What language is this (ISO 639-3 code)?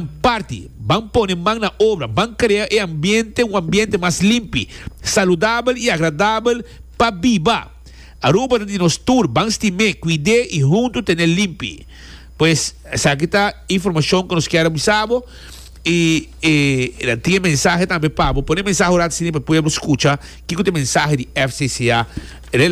pap